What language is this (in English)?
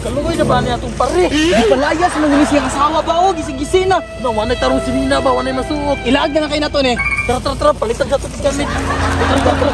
Cebuano